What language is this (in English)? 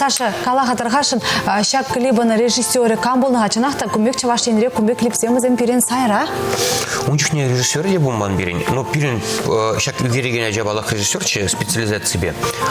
Chuvash